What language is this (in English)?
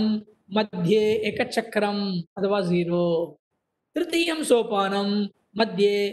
Sanskrit